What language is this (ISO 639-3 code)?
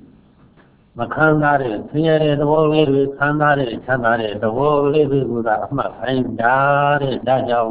mya